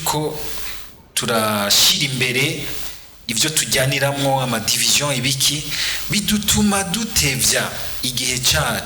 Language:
Rundi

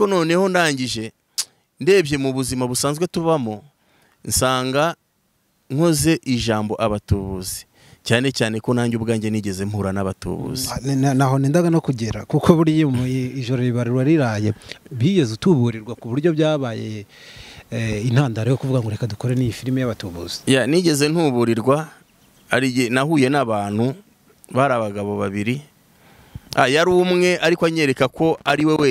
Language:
Kinyarwanda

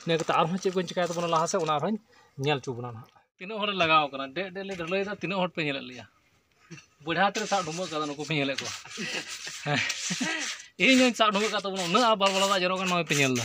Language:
Santali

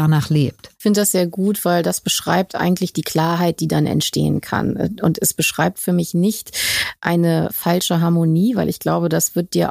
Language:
German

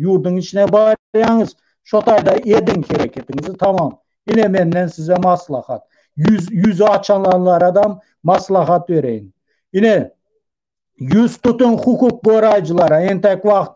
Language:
Turkmen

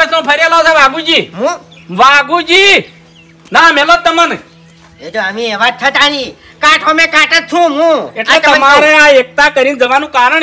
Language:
Gujarati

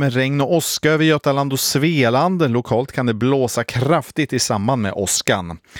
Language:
Swedish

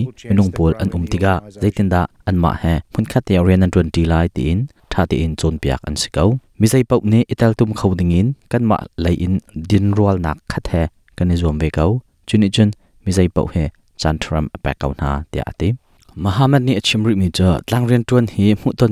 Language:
Hakha Chin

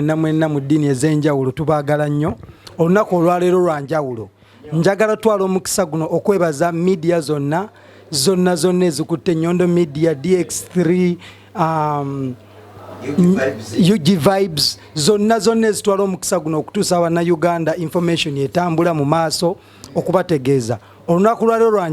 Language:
Ganda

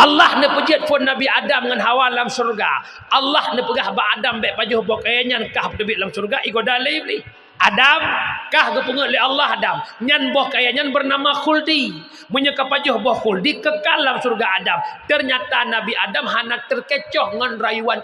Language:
Achinese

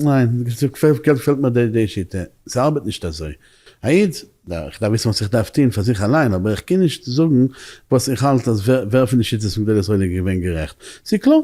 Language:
Yiddish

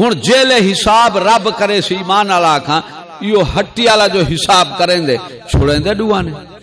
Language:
Saraiki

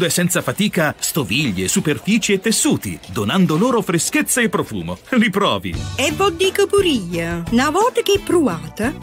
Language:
Italian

